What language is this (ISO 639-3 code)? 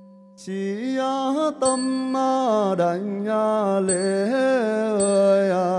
vie